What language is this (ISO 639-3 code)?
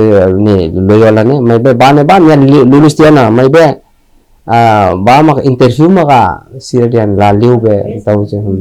tet